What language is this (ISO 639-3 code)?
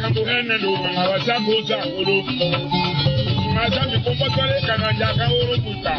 tll